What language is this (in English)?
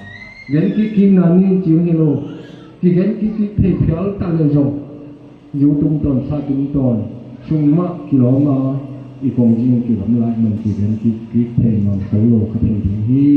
Tedim Chin